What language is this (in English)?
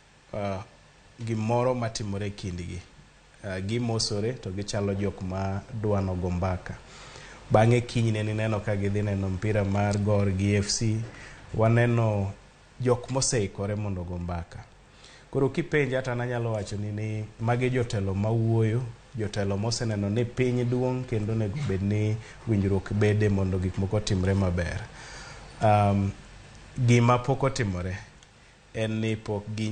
Luo (Kenya and Tanzania)